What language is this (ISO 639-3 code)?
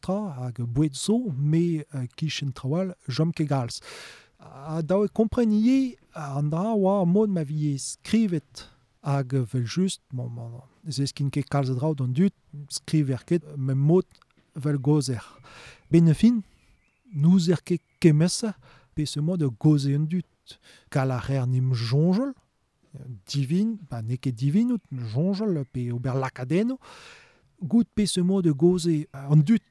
bre